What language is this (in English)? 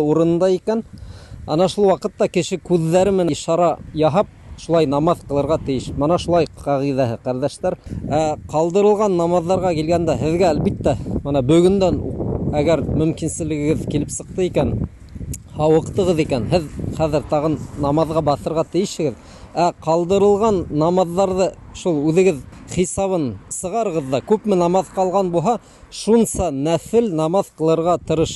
Bashkir